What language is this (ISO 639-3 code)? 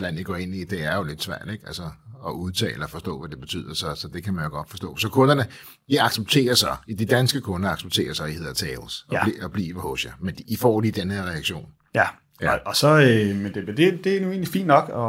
dan